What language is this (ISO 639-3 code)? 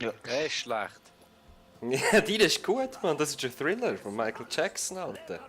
gsw